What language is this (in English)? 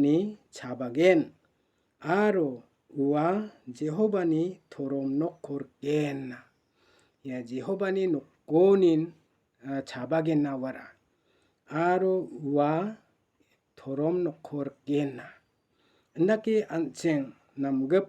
Garo